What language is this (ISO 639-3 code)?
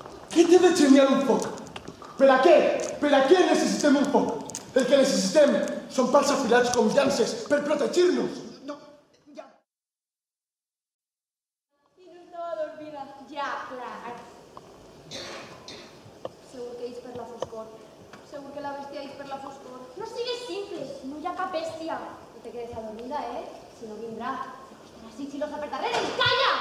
cat